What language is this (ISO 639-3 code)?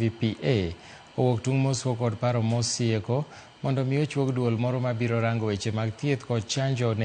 luo